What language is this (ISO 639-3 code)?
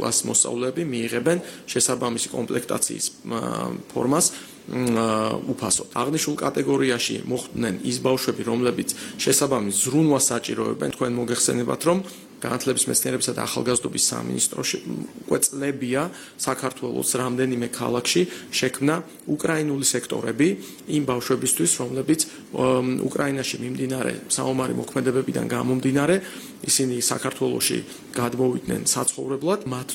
kat